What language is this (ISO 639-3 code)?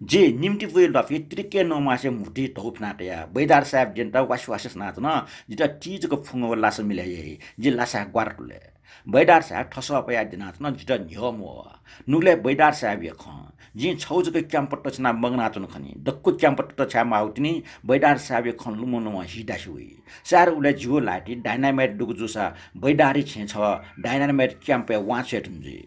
new